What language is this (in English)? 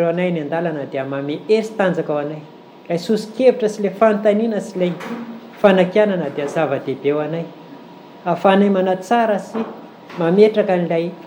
Malagasy